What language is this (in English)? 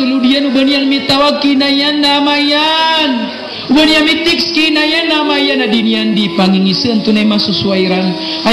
Maranao